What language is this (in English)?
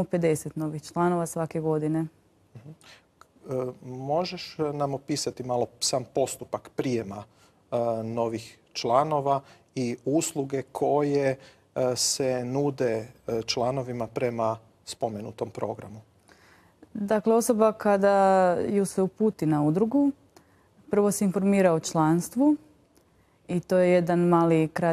Croatian